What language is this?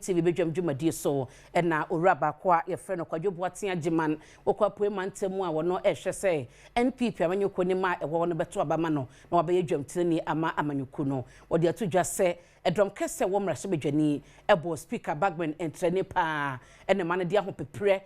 Akan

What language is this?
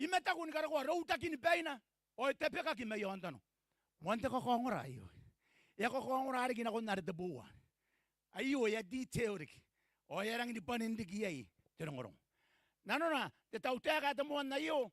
Gilbertese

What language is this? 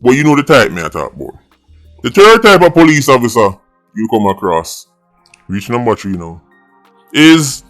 Jamaican Creole English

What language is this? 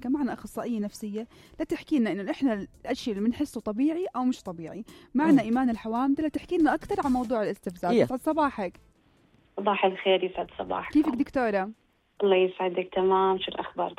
North Levantine Arabic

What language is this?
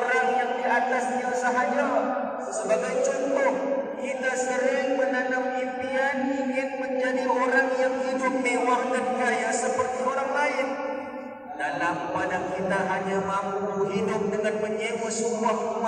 Malay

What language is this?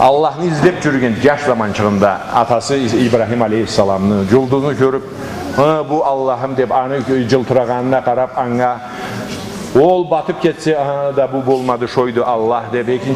Karachay-Balkar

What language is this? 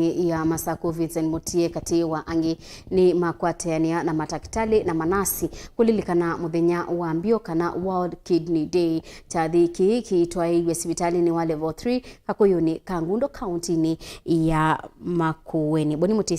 Kamba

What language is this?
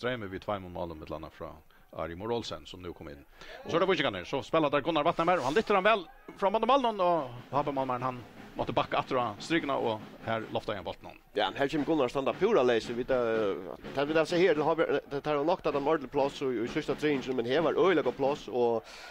Faroese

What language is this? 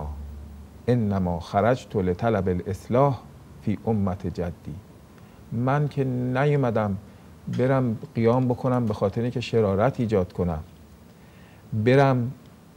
Persian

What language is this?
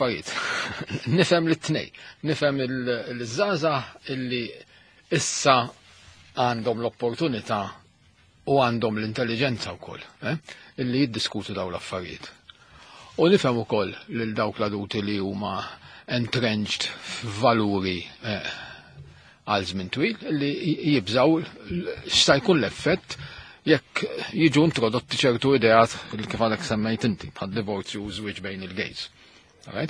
Maltese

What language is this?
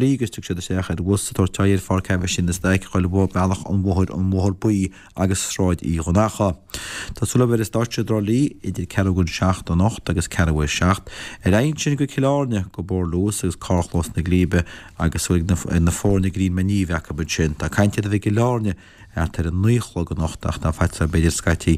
Irish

